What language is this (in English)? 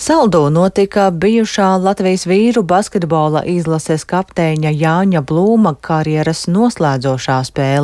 Latvian